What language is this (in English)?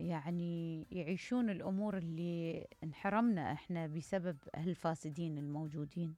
Mesopotamian Arabic